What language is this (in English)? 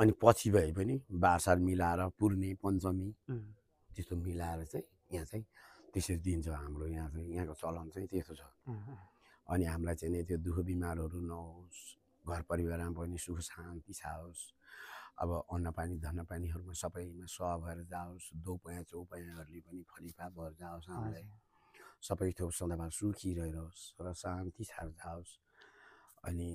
Nepali